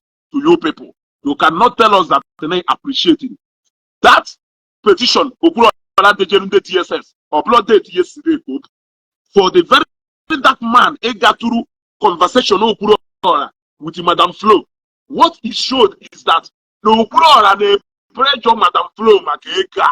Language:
Igbo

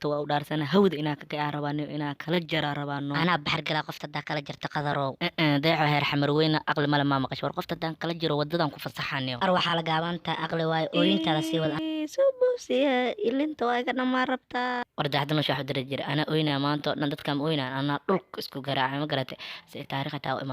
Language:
Somali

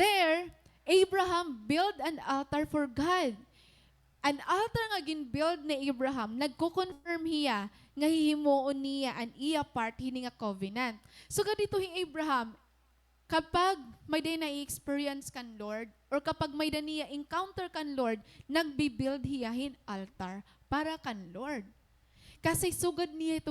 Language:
Waray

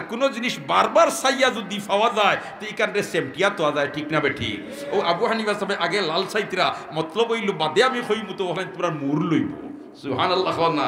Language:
Sylheti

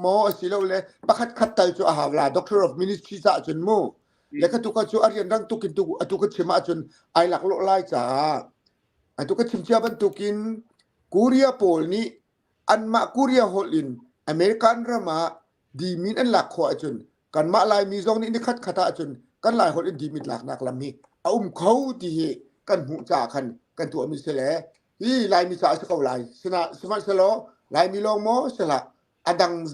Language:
Hakha Chin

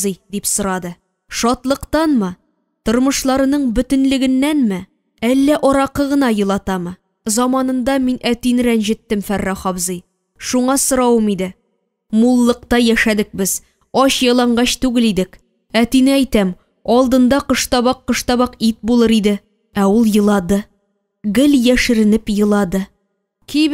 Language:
Tatar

